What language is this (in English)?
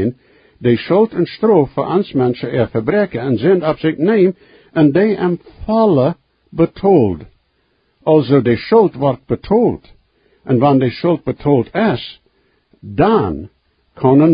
Plautdietsch